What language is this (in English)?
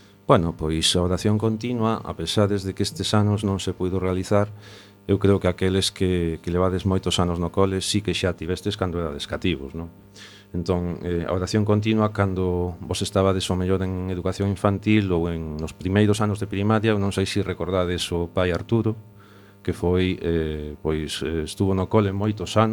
Galician